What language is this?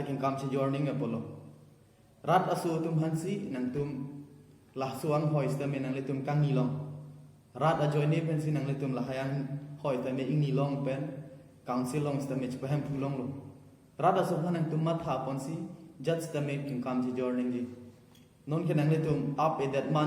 Karbi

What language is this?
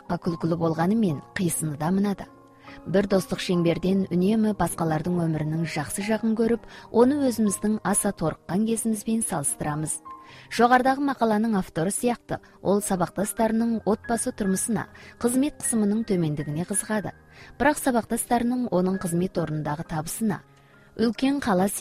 Kazakh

